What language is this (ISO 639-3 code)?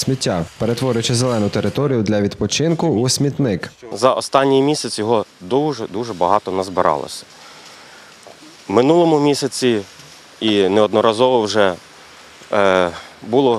ukr